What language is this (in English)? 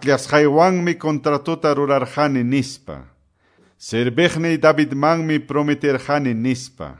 Quechua